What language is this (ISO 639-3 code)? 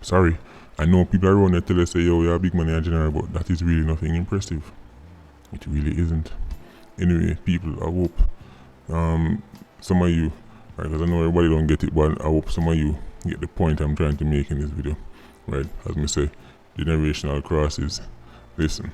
jam